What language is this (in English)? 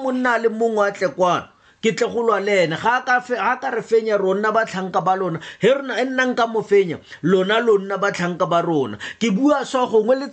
Tswana